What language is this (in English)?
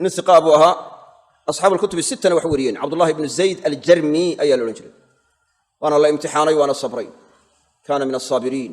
Somali